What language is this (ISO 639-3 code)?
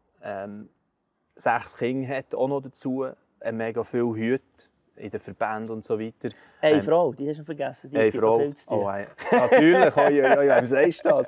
gsw